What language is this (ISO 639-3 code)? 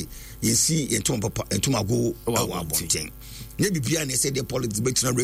aka